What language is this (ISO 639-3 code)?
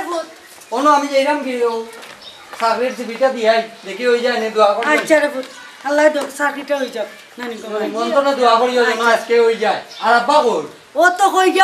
syl